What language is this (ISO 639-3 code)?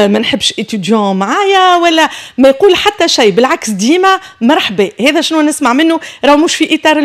aeb